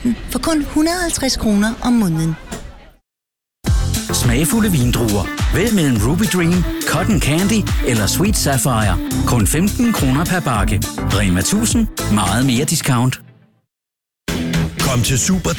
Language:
Danish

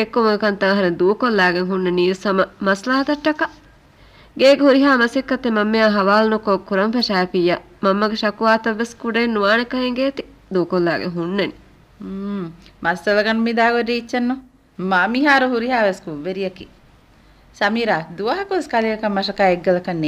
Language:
Divehi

